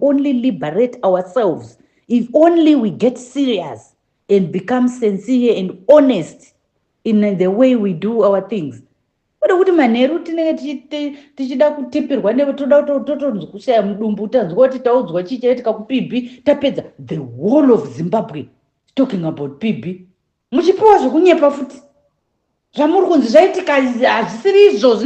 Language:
Shona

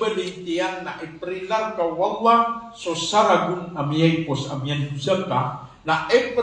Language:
Maranao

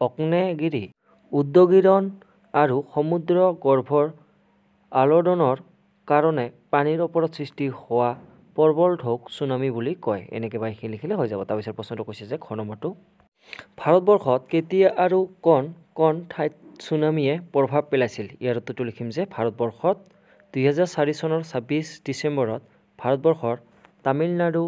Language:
Assamese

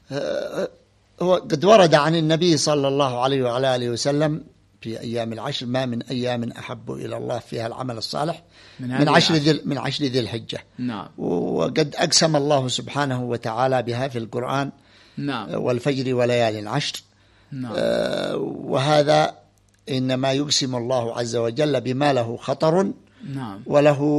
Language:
Arabic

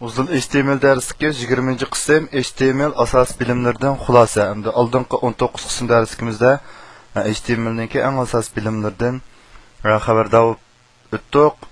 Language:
Uyghur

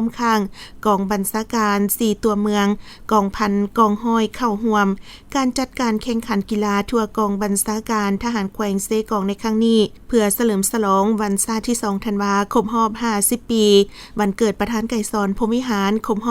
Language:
Lao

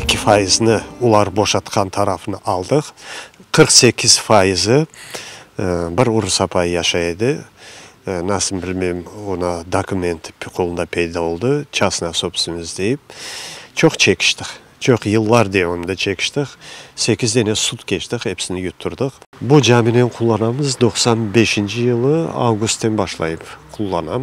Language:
Crimean Tatar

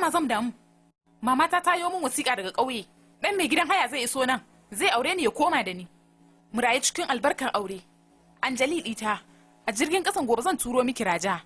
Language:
Hausa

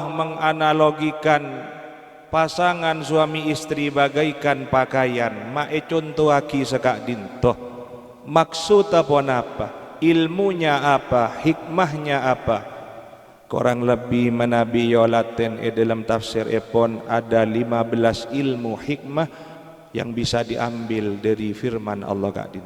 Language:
Madurese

